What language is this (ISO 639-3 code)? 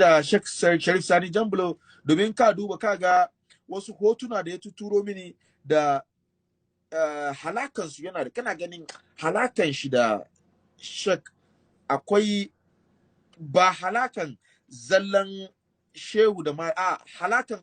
hau